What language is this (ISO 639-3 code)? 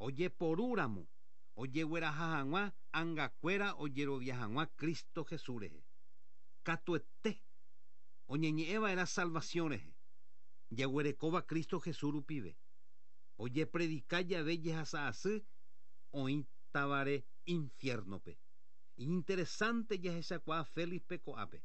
grn